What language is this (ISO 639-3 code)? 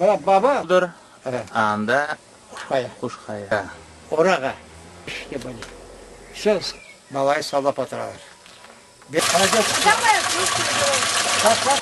crh